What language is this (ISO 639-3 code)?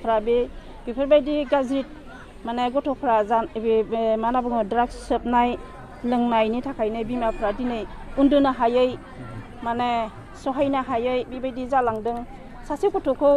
brx